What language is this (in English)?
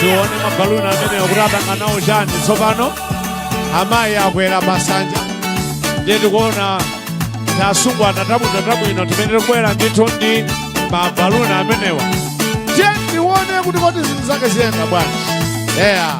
Nyanja